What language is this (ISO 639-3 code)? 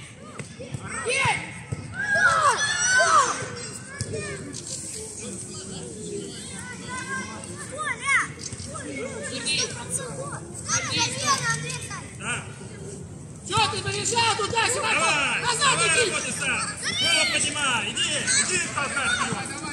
rus